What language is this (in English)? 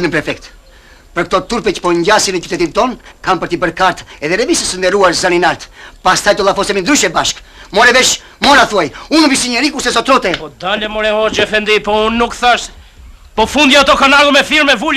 Albanian